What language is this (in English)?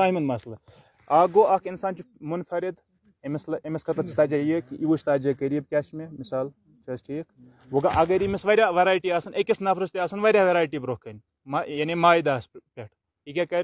Kashmiri